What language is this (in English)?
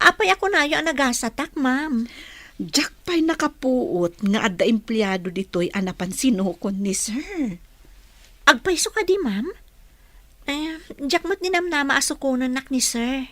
Iloko